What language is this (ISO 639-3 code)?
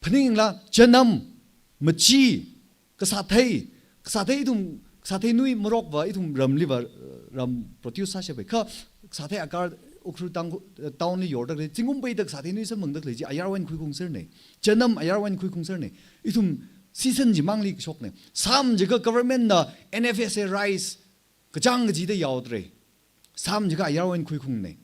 nmf